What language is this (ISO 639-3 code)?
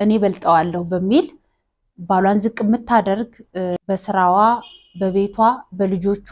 amh